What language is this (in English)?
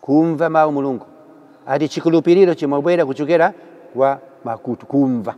Nyanja